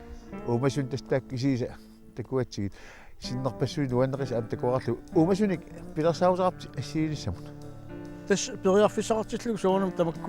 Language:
Kalaallisut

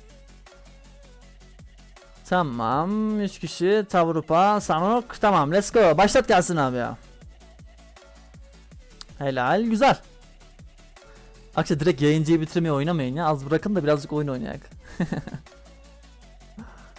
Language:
Turkish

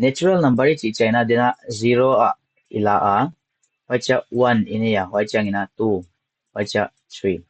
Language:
Paite Chin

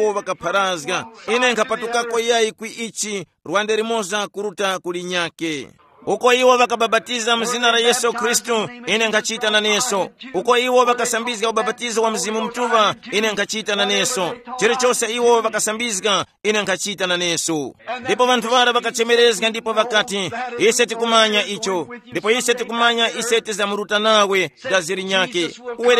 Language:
Tumbuka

